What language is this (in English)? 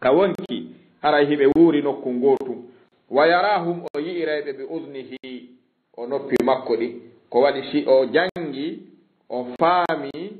Fula